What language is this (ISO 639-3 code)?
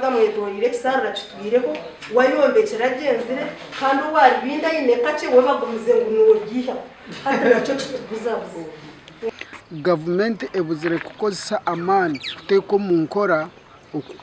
nyn